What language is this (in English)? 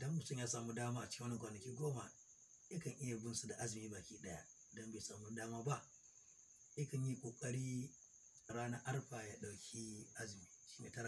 Hausa